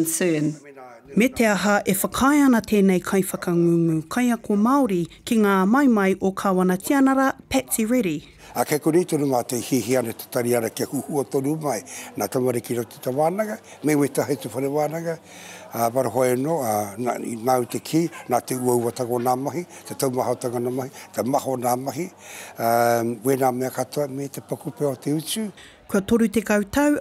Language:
Māori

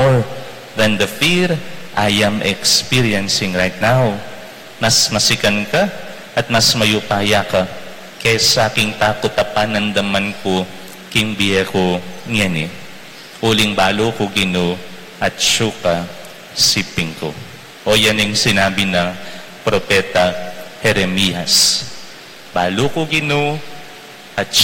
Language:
Pampanga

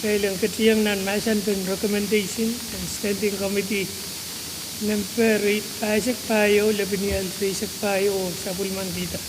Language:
Pohnpeian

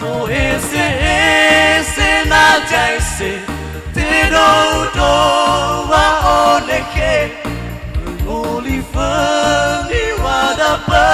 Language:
Nias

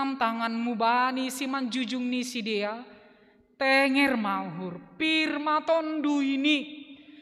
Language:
Batak Simalungun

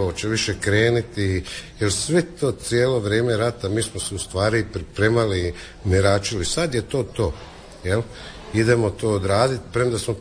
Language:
Croatian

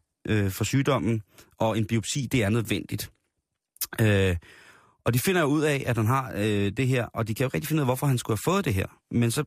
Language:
Danish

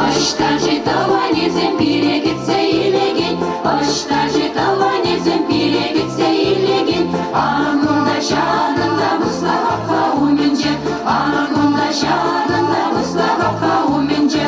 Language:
Chuvash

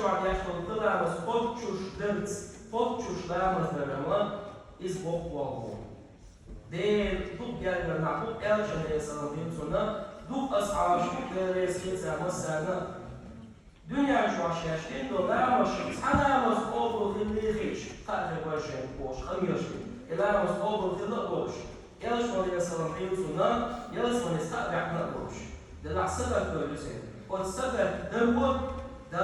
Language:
Chechen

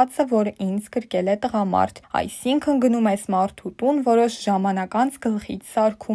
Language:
Armenian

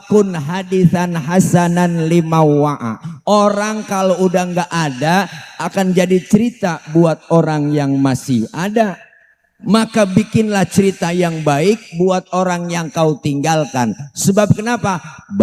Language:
Betawi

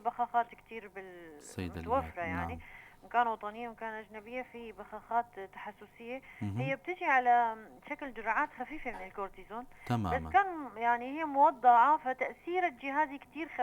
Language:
North Levantine Arabic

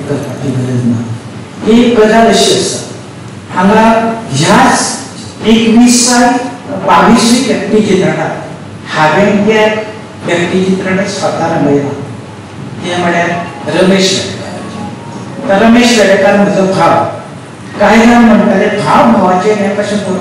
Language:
Konkani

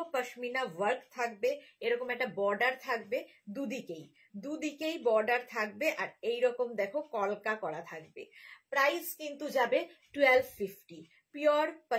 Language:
Bangla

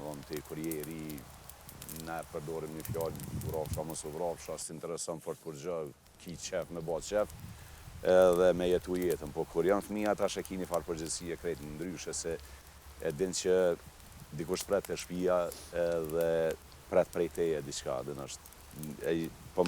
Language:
Albanian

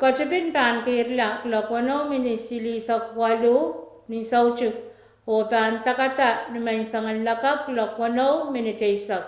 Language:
Pohnpeian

